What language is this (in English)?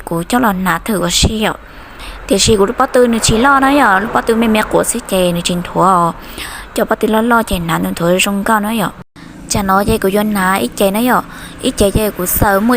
Hmong